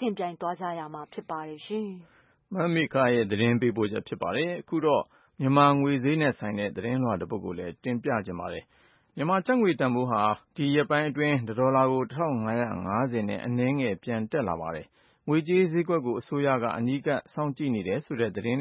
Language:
Burmese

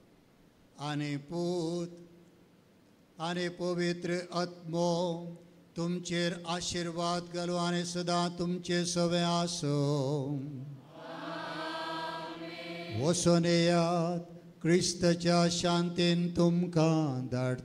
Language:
Konkani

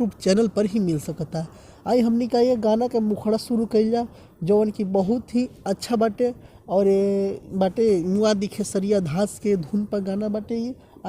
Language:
Bhojpuri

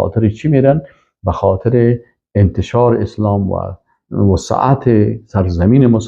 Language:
Persian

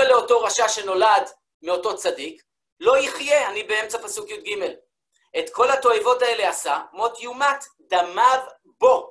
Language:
Hebrew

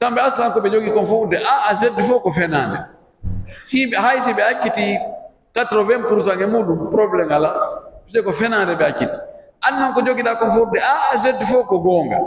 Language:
Pular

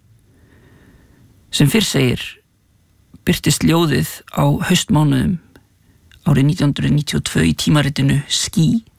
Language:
Icelandic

